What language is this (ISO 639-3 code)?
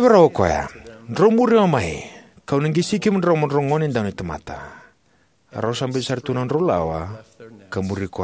fij